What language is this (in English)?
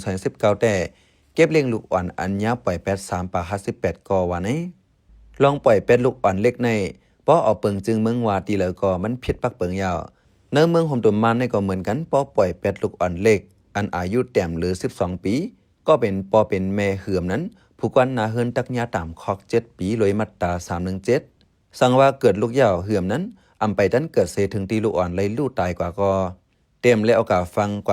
Shan